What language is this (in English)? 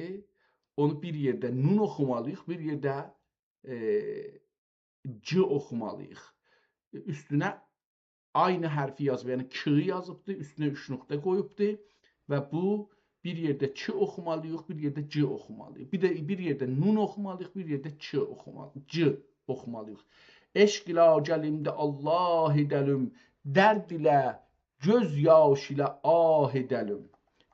South Azerbaijani